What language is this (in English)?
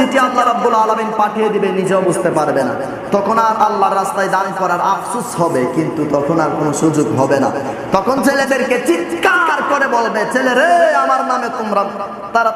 Bangla